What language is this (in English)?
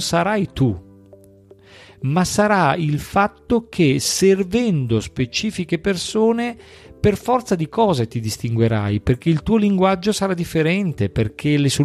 Italian